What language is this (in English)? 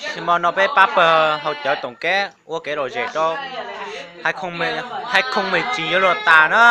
Hmong